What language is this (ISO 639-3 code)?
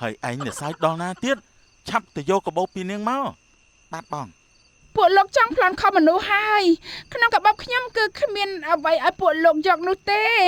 khm